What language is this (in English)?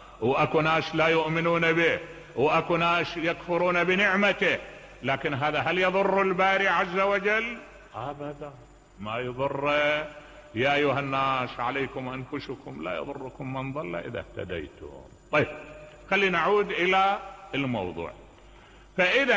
Mesopotamian Arabic